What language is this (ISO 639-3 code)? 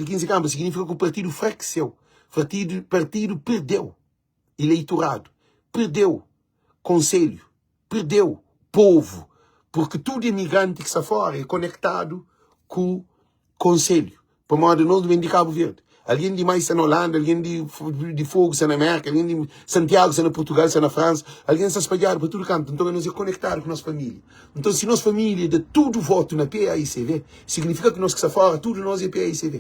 kea